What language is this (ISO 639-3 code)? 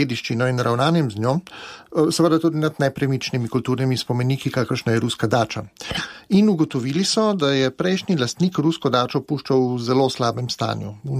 slv